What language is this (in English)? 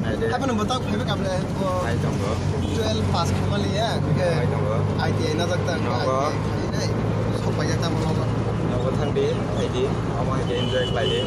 Kok Borok